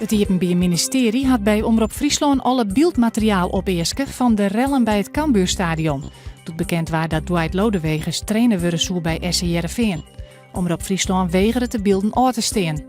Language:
Western Frisian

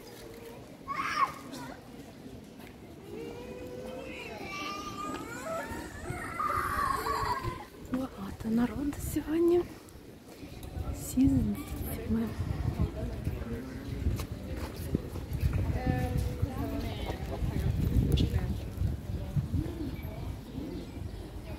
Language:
Ukrainian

